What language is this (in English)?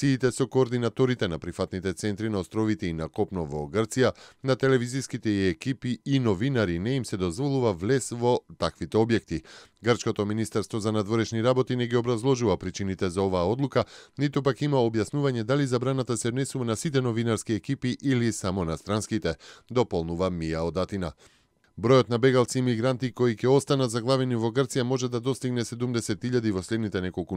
Macedonian